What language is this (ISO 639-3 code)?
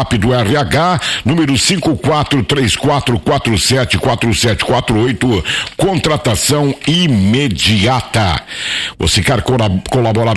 por